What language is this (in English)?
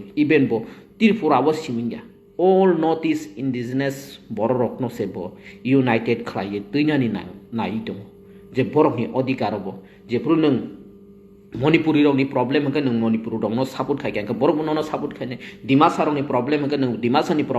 Kok Borok